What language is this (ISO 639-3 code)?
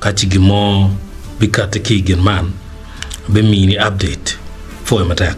ach